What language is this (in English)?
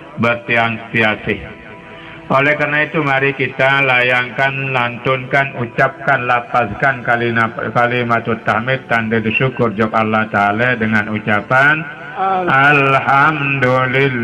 Sasak